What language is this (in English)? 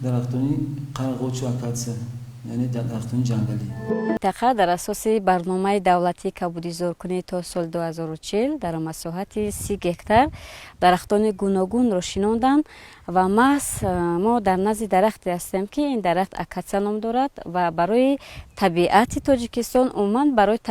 Tajik